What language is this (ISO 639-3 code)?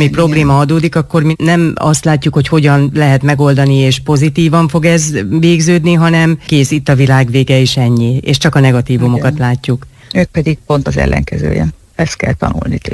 hun